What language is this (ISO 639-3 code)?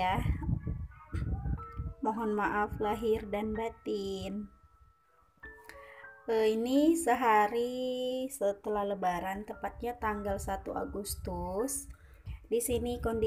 ind